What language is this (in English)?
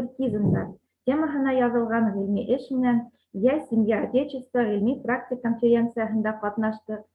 Bashkir